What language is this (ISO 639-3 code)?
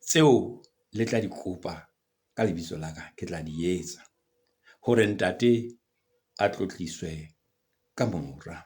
sot